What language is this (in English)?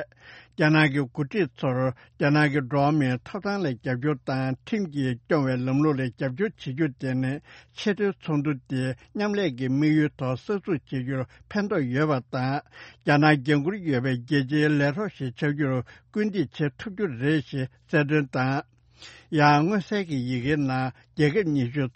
Tibetan